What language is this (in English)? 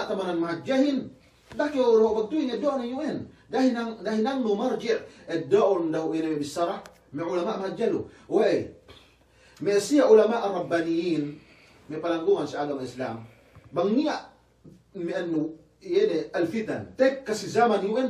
Yakan